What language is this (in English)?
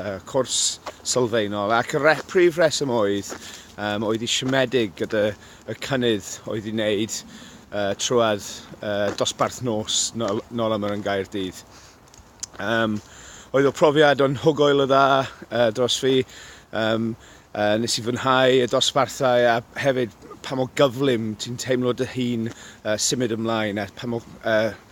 Welsh